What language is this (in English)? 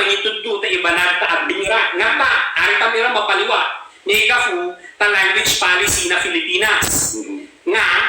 Ibanag